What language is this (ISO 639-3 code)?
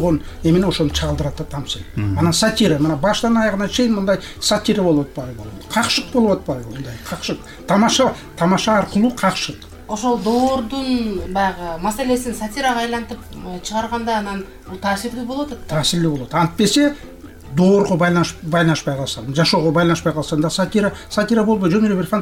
kir